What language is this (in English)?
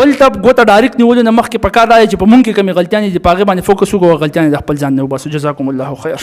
Pashto